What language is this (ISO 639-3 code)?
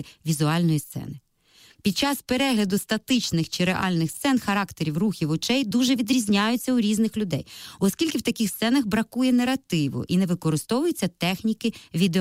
ukr